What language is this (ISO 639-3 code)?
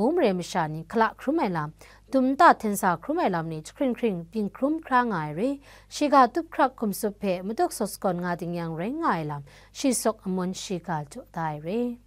kac